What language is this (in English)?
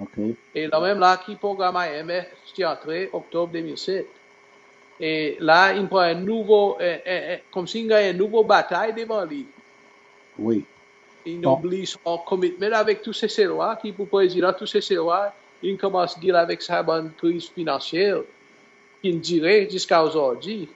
Seselwa Creole French